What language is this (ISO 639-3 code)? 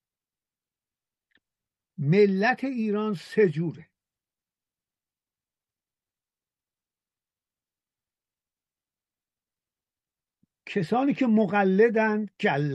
fas